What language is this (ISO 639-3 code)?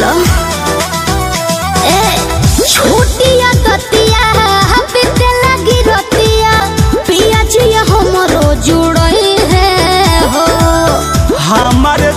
bho